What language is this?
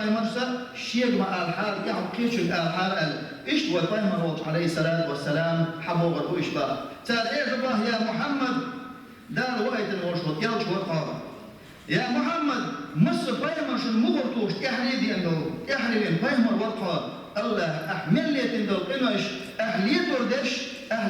Chechen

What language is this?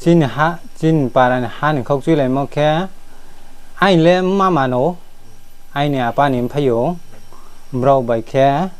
Riang (India)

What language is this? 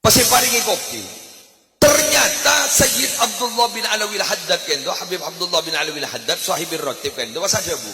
Madurese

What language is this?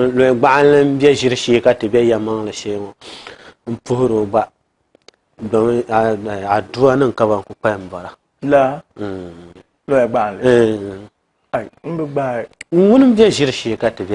Dagbani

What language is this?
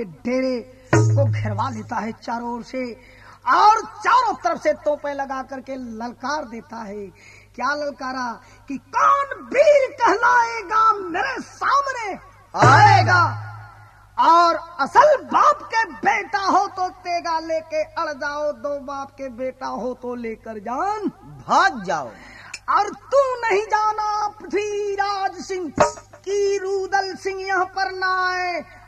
Bhojpuri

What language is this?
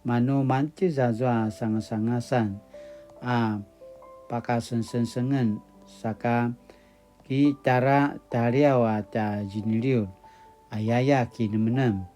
Paiwan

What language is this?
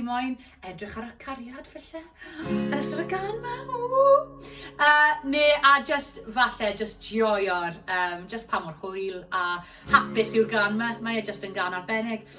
Welsh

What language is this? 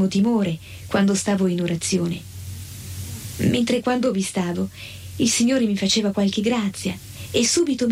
Italian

